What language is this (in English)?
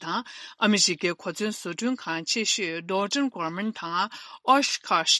Tibetan